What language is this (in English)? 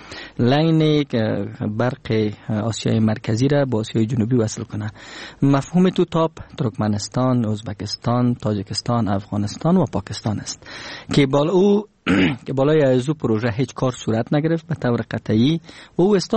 Persian